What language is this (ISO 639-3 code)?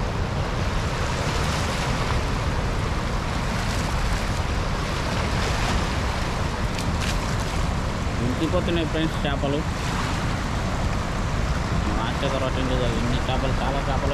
tel